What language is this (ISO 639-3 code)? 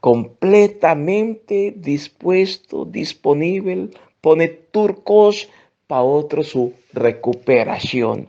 pap